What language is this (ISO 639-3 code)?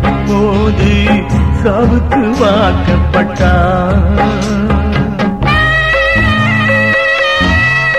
tam